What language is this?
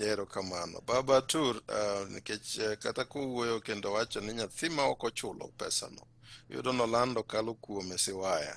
Luo (Kenya and Tanzania)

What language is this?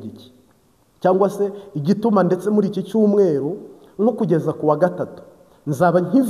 Kinyarwanda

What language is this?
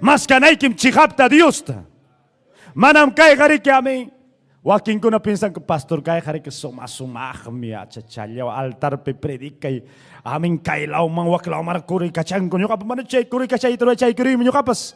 Ayacucho Quechua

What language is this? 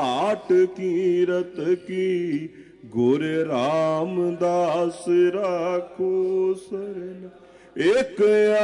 Punjabi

